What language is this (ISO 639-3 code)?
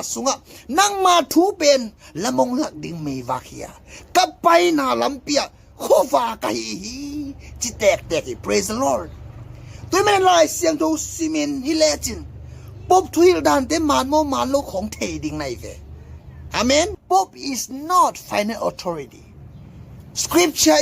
ctd